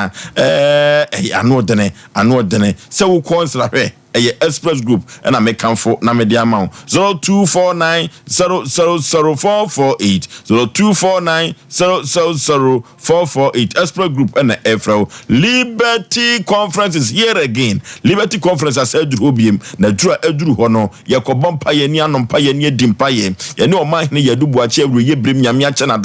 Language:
Akan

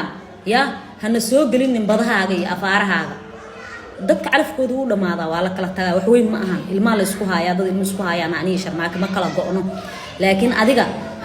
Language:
Somali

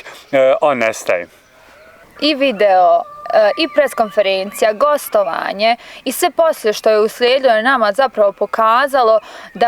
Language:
Bosnian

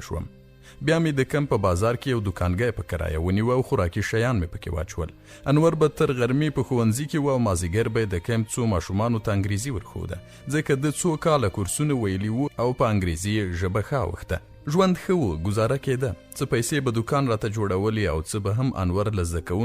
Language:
Pashto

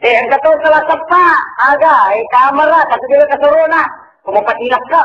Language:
Buginese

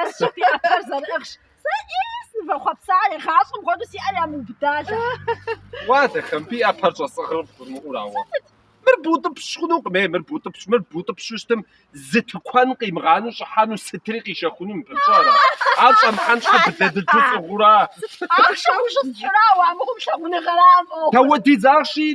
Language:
Kabardian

